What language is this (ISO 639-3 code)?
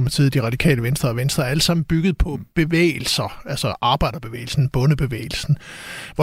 dan